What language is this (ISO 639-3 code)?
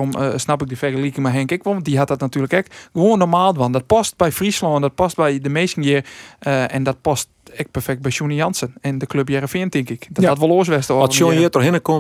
fry